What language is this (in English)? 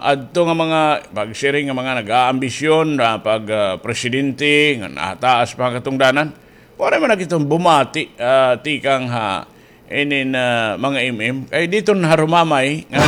Waray